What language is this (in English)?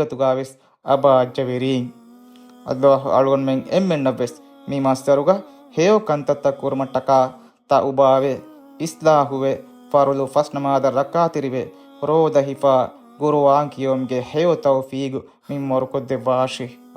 Divehi